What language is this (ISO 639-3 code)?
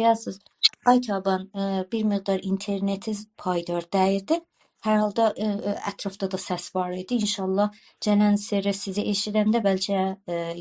azb